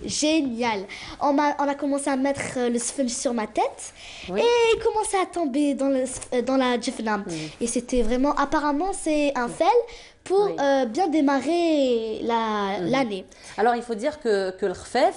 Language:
French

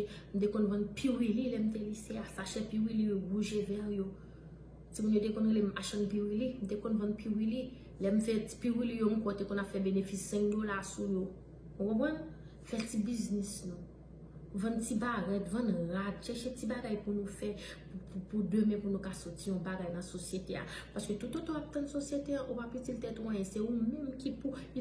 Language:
Haitian Creole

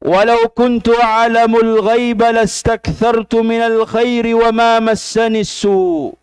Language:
Tausug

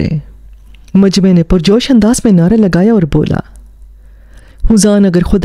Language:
Urdu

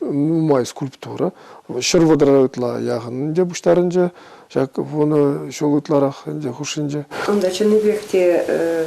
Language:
Chuvash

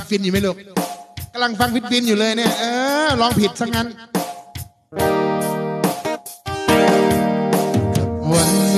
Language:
Thai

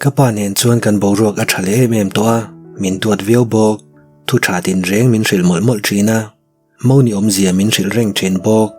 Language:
Mizo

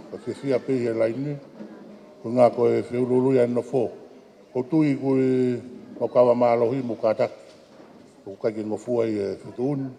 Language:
Tongan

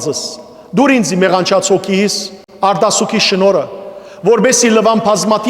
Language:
Western Armenian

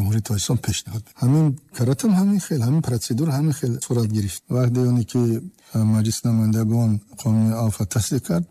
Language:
Tajik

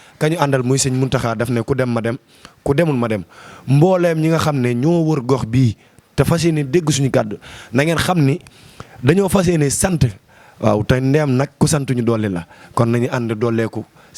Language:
Wolof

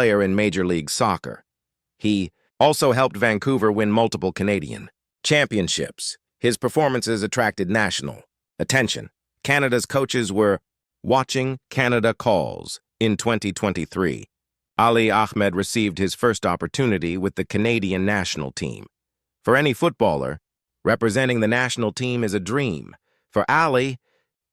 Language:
English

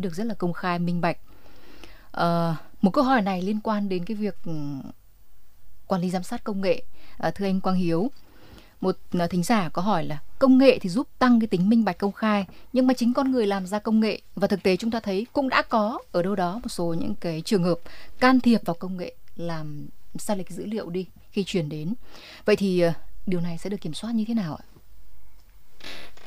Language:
Vietnamese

